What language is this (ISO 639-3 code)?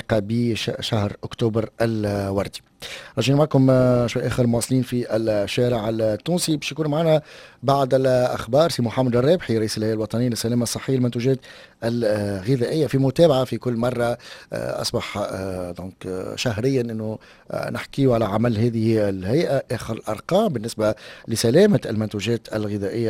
aeb